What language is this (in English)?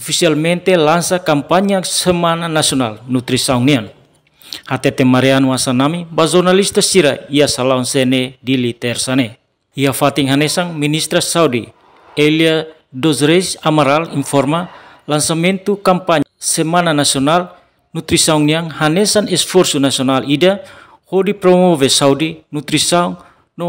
Tetum